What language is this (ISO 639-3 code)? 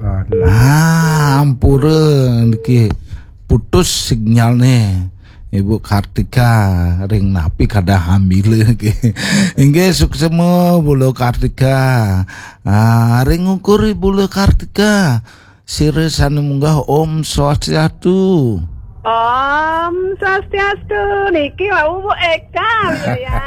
ban